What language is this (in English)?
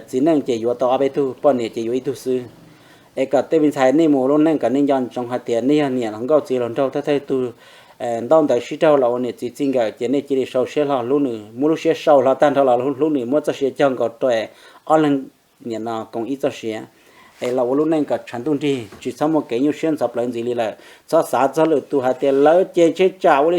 Hmong